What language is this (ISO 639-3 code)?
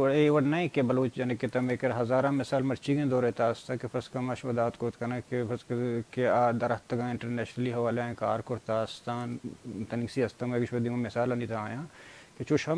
bal